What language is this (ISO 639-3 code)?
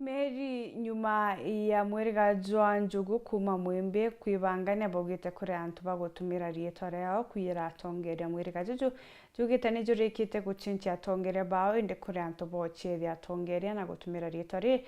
mer